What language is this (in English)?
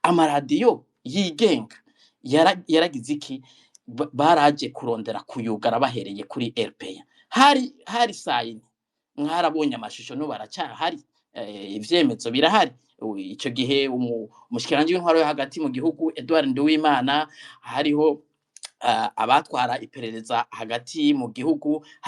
Rundi